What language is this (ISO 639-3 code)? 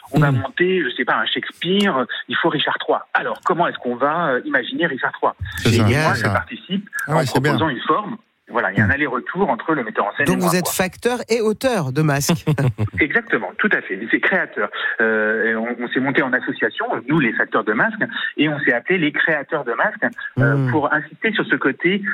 fra